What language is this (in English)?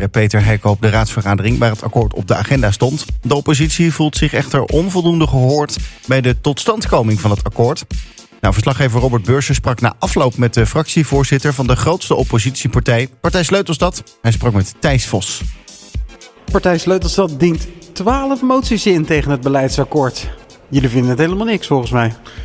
Dutch